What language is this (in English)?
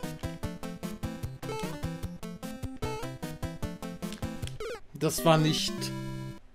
German